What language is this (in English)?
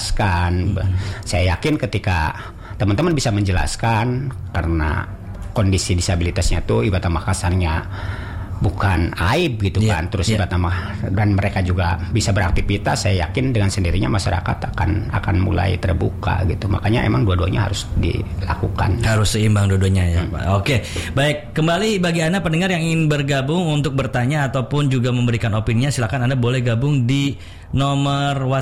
Indonesian